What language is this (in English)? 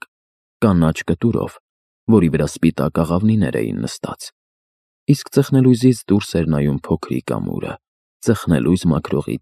Armenian